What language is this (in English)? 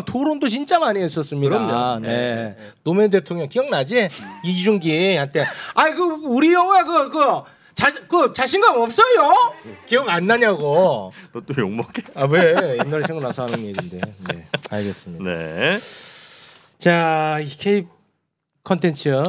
Korean